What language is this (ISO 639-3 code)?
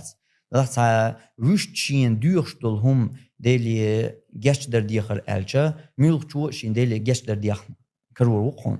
che